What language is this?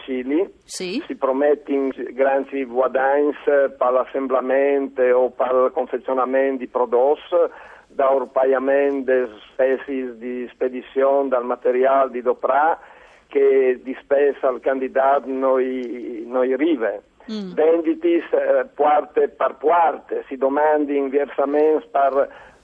Friulian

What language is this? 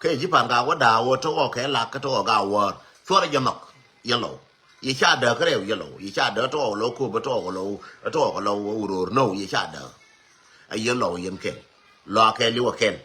Nuer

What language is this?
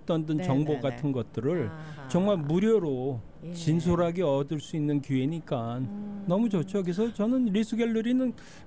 Korean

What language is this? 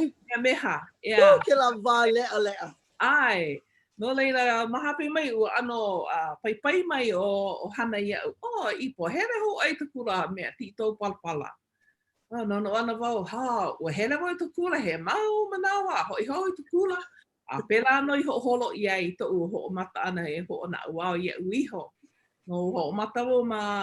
Hawaiian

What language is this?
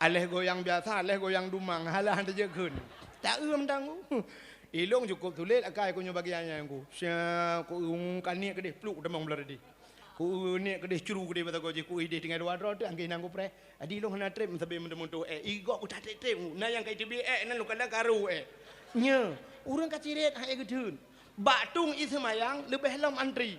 Achinese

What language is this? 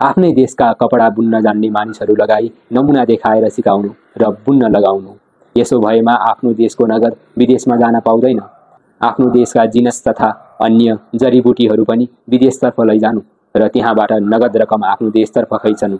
Nepali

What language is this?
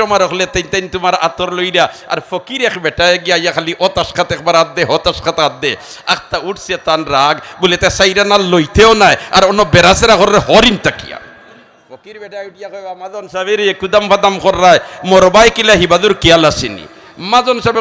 Sylheti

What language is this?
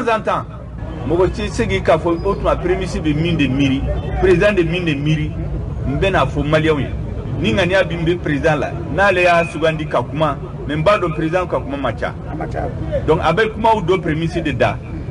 Bambara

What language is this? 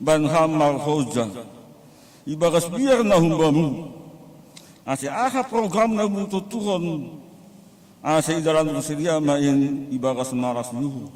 Batak Simalungun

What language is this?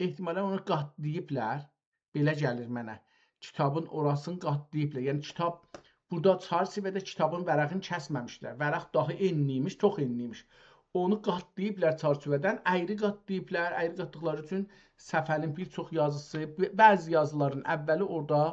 South Azerbaijani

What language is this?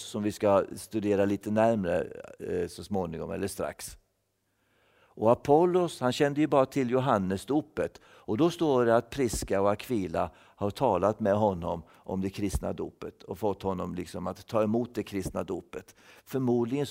Swedish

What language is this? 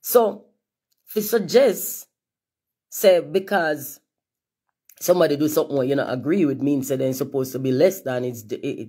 Jamaican Creole English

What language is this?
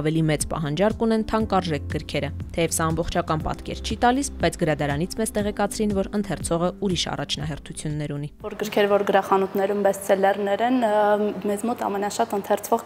Armenian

